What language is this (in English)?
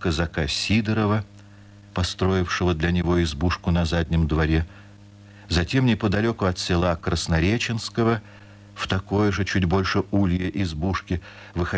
Russian